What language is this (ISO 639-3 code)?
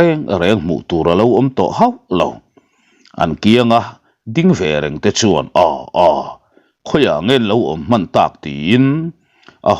lus